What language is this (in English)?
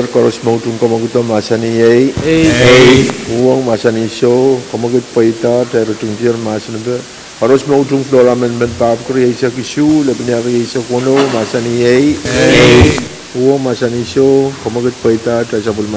Pohnpeian